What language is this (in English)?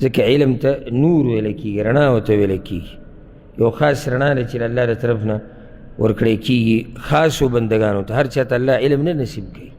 Pashto